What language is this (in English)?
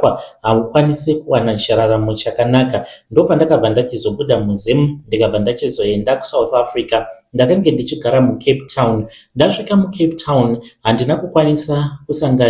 Shona